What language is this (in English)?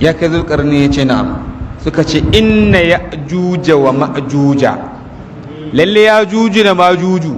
Hausa